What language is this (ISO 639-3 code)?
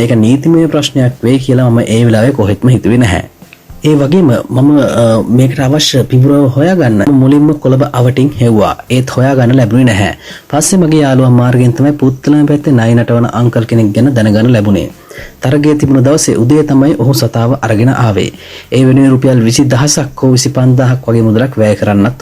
sin